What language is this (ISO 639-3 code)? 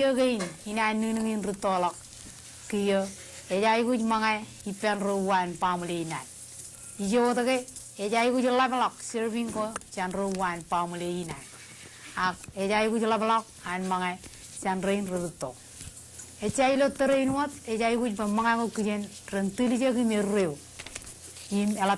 mah